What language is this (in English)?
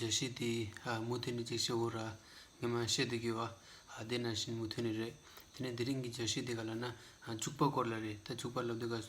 Tibetan